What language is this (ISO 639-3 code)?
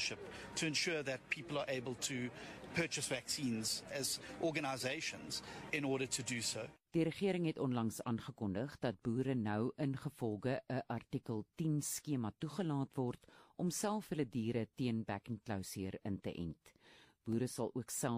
afr